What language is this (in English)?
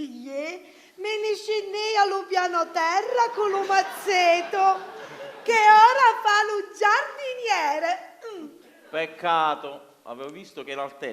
Sicilian